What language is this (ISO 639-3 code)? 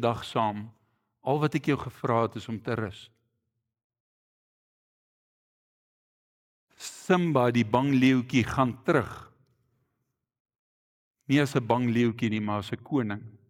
afr